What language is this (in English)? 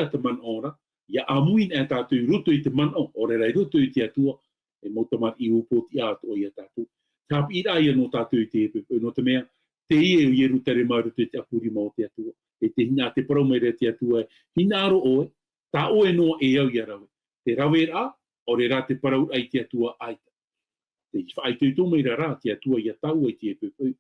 Tahitian